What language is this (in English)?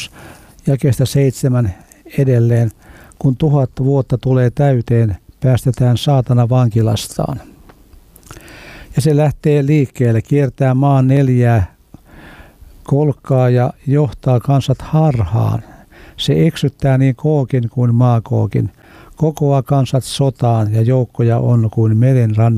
Finnish